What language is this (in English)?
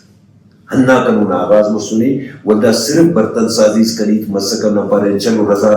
Brahui